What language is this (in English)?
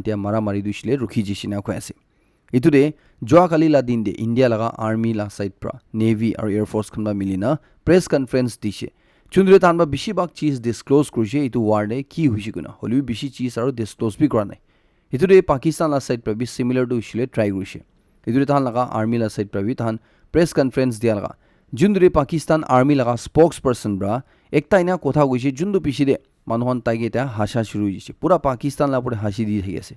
Naga Pidgin